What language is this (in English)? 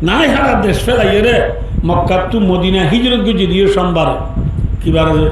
Rohingya